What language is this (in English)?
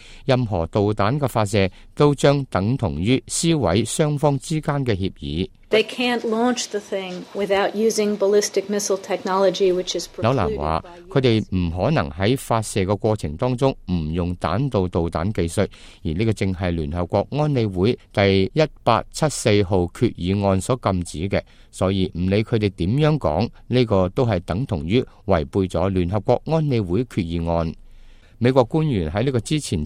Cantonese